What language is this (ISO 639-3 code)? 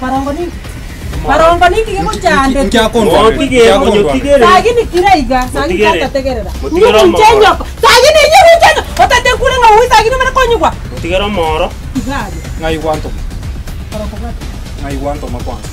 guz